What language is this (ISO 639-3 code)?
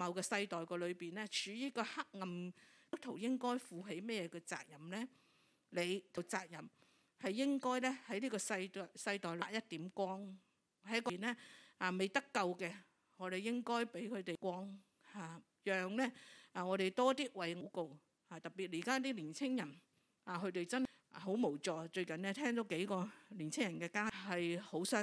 yue